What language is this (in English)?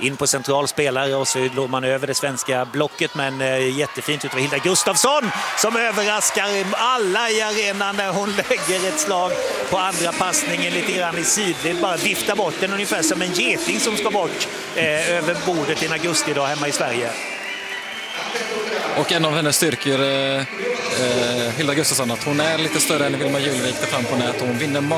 Swedish